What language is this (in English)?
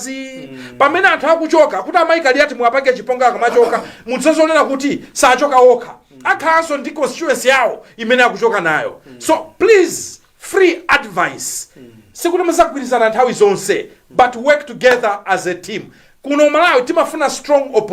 Nyanja